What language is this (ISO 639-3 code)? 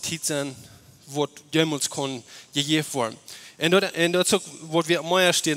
pdt